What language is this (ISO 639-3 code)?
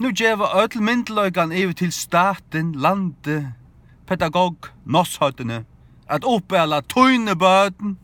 fao